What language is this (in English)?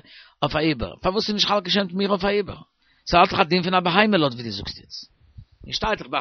Yiddish